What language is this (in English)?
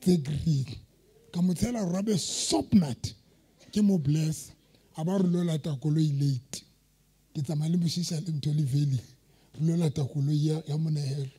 Southern Sotho